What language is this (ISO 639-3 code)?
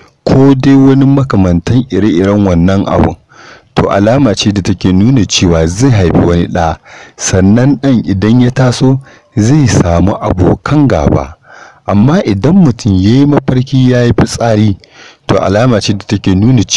hau